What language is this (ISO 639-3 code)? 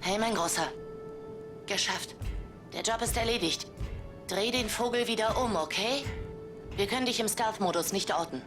gsw